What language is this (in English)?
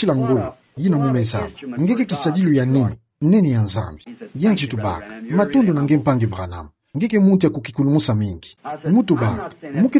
Kituba (Democratic Republic of Congo)